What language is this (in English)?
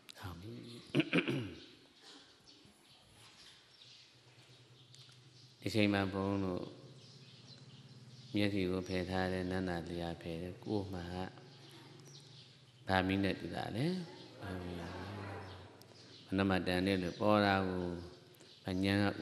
Burmese